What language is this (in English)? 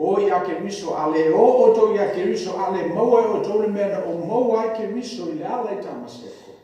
Samoan